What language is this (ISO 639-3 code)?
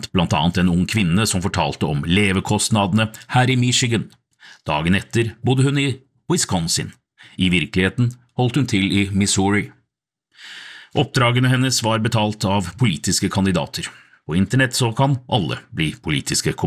nor